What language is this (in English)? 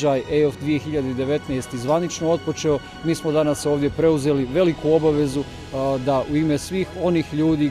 Bosnian